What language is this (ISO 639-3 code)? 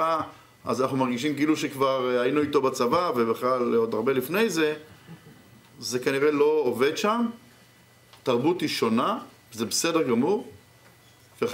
heb